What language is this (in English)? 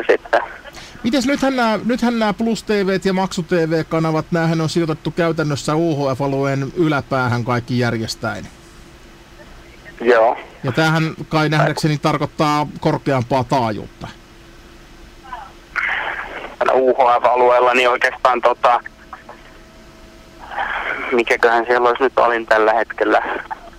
Finnish